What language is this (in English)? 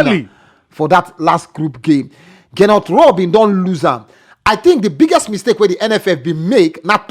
Nigerian Pidgin